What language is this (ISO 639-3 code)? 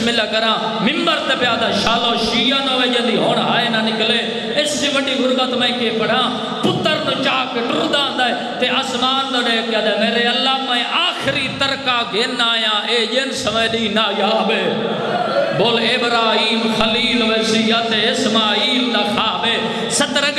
skr